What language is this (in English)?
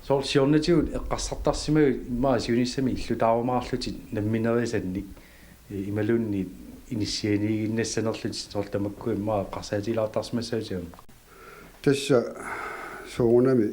Kalaallisut